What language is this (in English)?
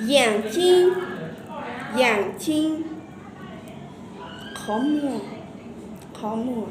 Hmong